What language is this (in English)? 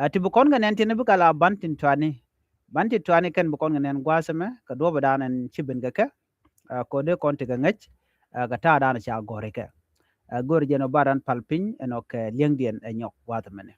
Nuer